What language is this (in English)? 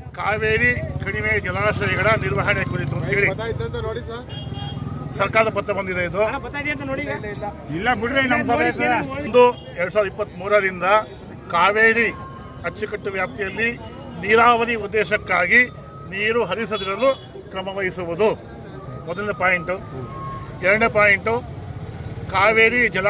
Kannada